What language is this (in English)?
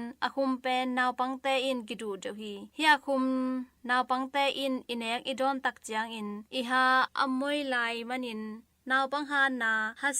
Tedim Chin